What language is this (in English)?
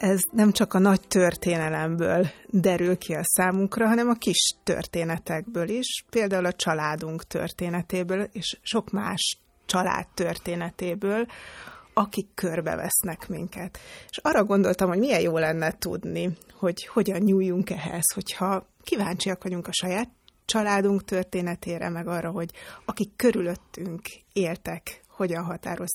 Hungarian